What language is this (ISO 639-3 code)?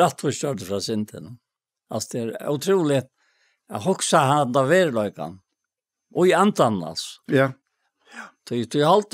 fao